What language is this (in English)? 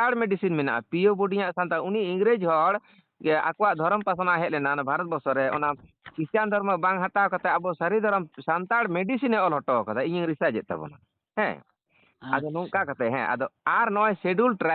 Santali